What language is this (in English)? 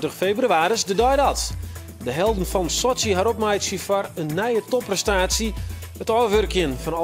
Western Frisian